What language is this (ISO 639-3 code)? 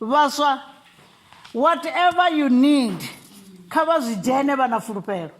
ven